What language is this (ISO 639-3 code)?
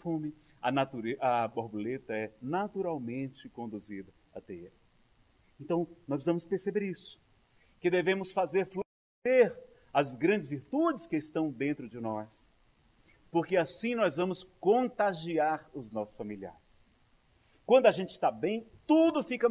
por